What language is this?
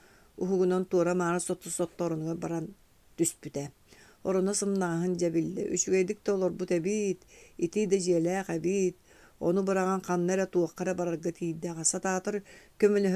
Yakut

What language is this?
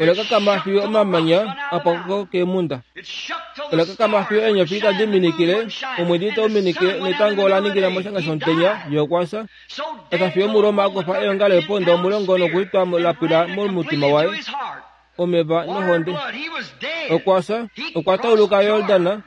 Kuanyama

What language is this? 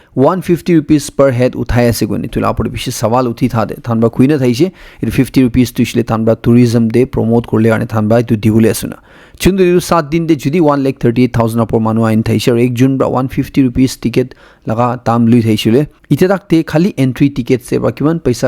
Naga Pidgin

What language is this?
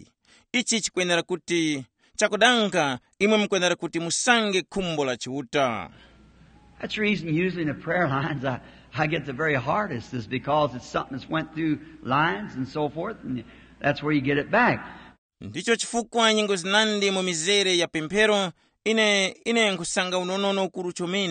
Tumbuka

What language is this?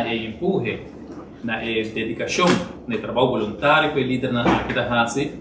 Papiamento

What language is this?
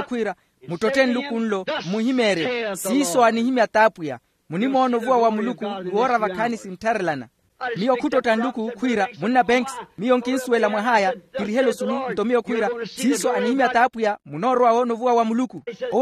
Makhuwa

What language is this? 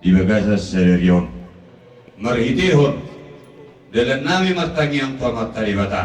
Batak Toba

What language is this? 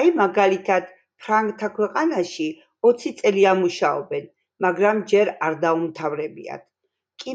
Georgian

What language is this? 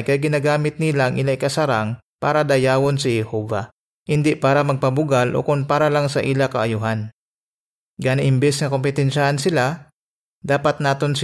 Hiligaynon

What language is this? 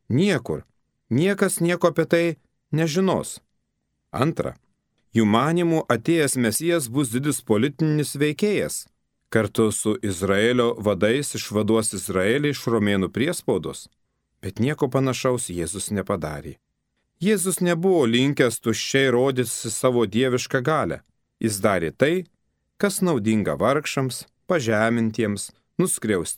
Lithuanian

